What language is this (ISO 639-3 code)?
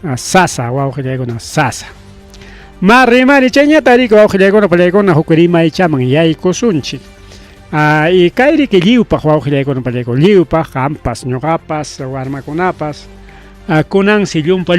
quy